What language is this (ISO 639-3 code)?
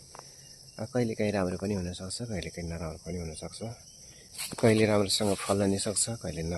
nep